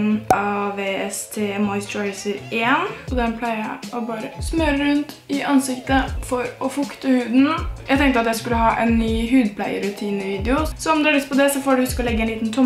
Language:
Norwegian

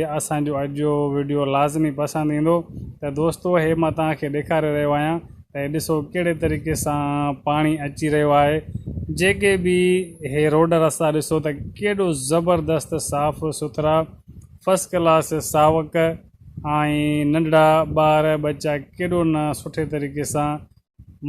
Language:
Sindhi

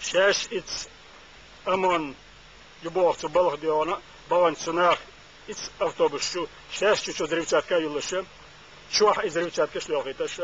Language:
Chechen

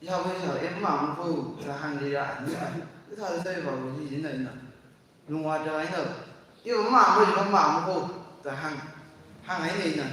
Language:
Tangkhul Naga (India)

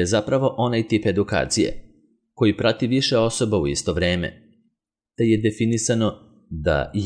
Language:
Serbian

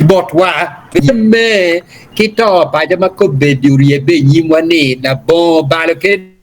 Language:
Acoli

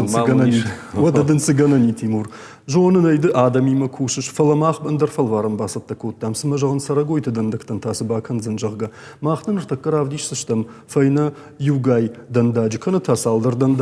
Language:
Ossetic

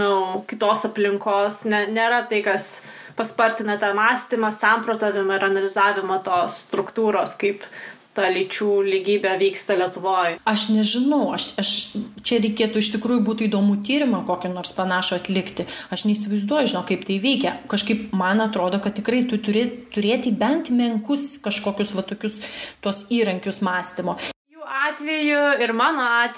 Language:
Lithuanian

